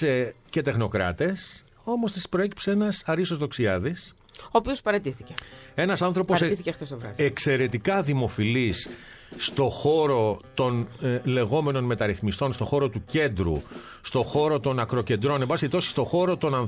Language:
Greek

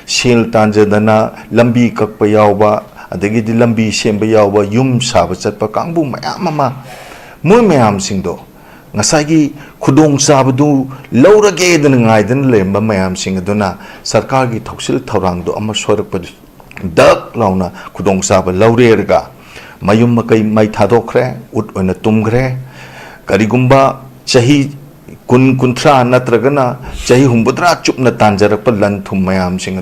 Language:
Manipuri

